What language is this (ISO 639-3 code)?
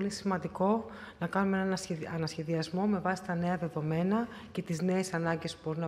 ell